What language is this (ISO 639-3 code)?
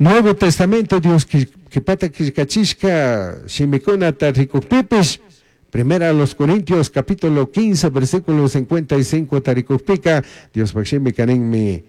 qug